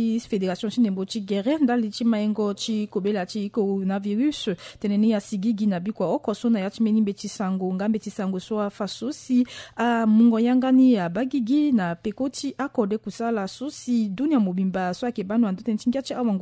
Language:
Sango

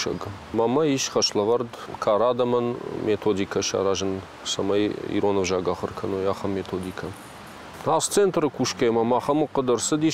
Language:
Ossetic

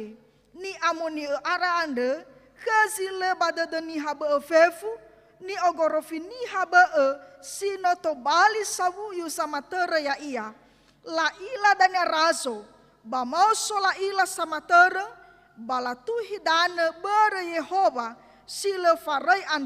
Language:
Nias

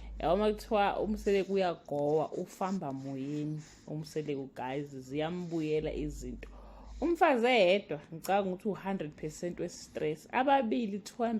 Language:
Zulu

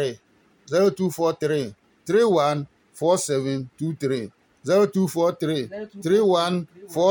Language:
Adangme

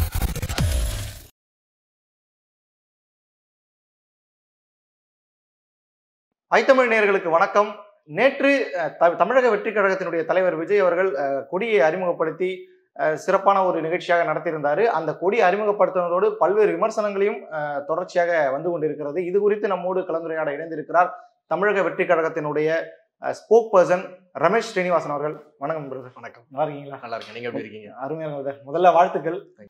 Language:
Tamil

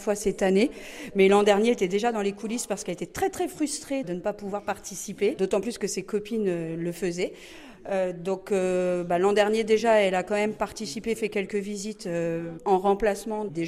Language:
French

